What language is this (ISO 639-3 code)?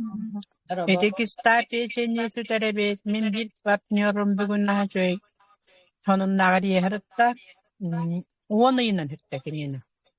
sah